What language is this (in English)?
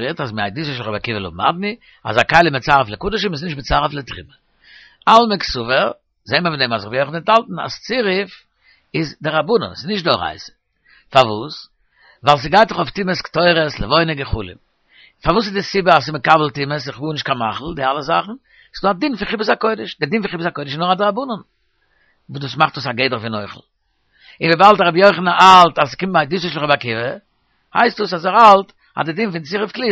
Yiddish